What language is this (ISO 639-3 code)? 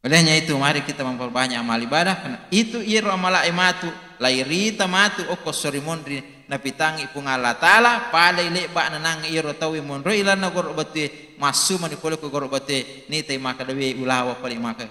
bug